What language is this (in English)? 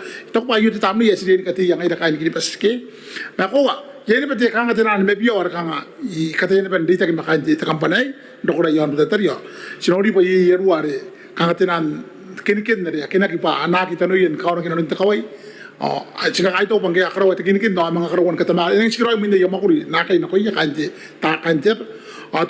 Gilbertese